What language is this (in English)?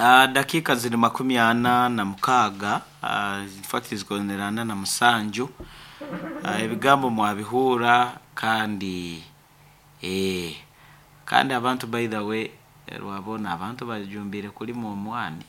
Nyoro